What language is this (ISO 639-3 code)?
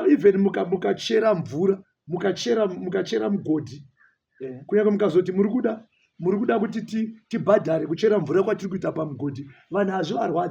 sna